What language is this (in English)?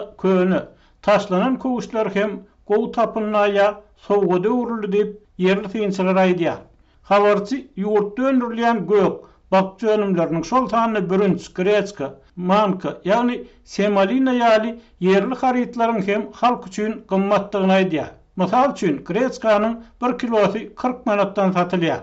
Turkmen